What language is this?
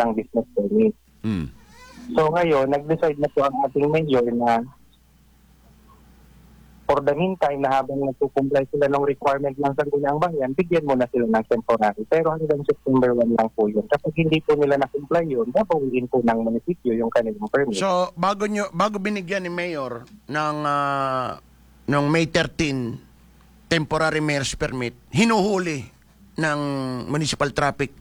Filipino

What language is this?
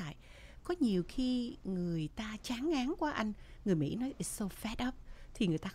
Vietnamese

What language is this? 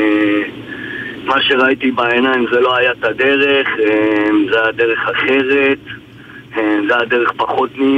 Hebrew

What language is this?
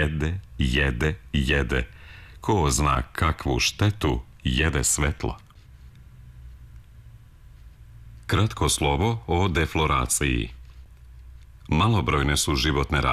Serbian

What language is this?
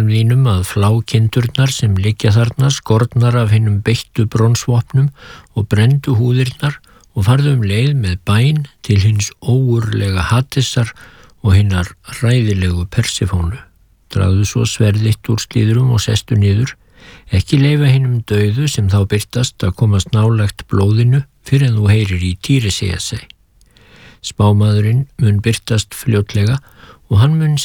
Icelandic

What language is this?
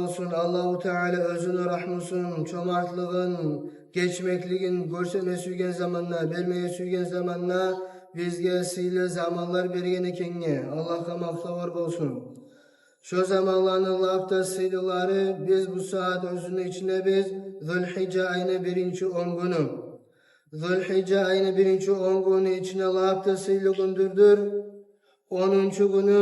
Kumyk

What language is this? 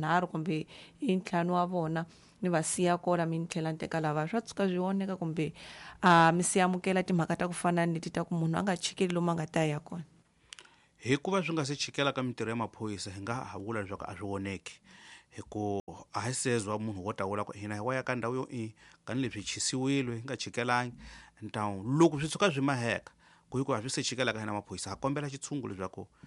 Tsonga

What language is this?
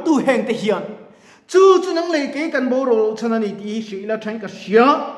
Mizo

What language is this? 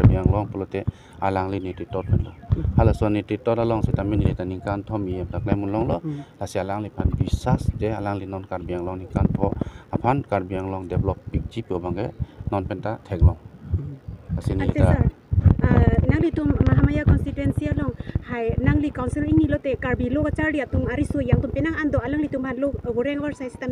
Karbi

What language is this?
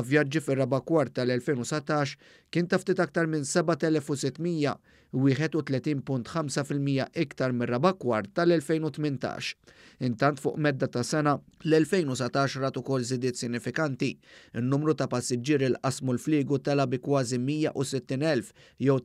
Maltese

